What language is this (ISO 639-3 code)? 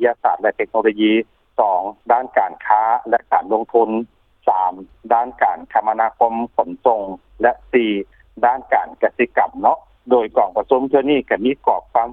lao